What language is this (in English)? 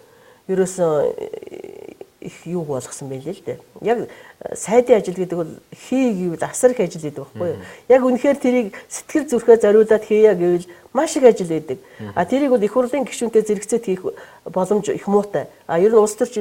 Mongolian